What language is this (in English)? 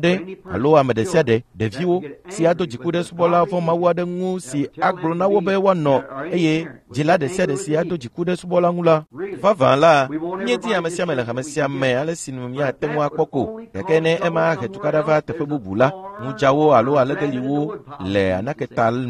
Ewe